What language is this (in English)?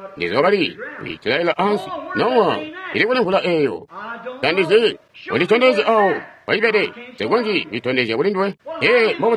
Tonga (Zambia)